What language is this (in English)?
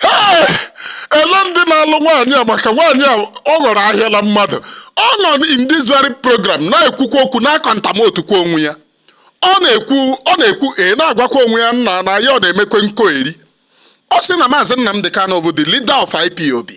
Igbo